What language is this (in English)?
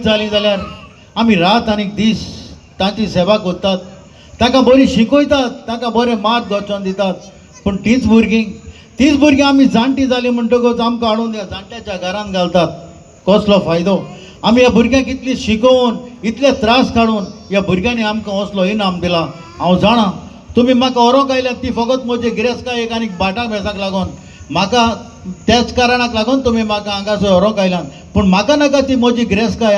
Konkani